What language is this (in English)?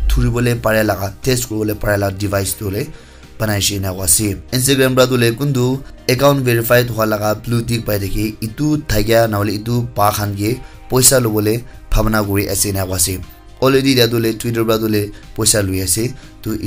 Naga Pidgin